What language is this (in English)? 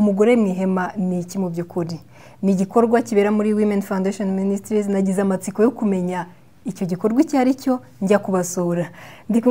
Kinyarwanda